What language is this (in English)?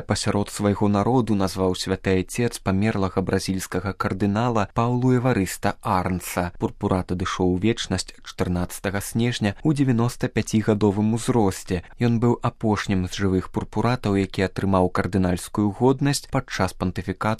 Belarusian